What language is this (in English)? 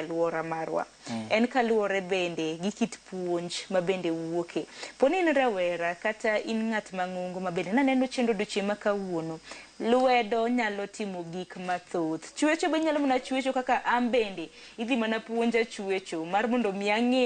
Luo (Kenya and Tanzania)